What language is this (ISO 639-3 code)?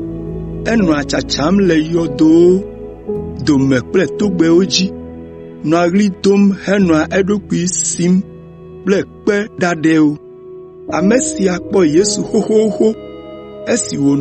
ewe